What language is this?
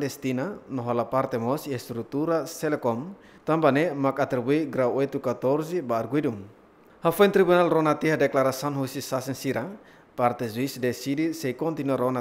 Tetum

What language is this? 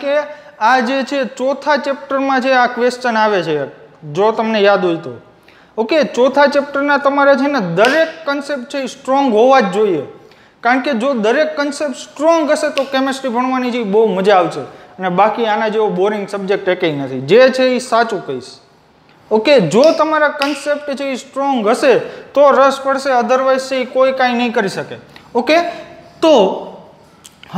Gujarati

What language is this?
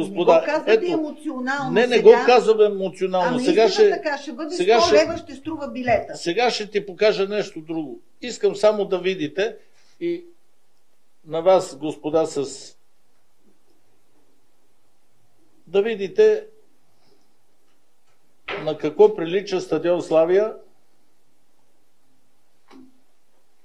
Bulgarian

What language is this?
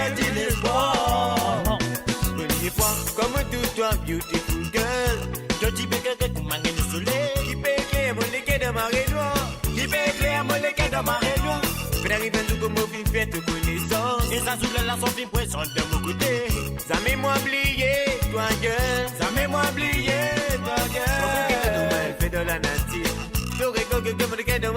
Morisyen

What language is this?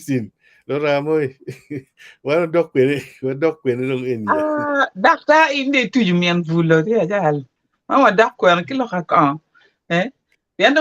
Acoli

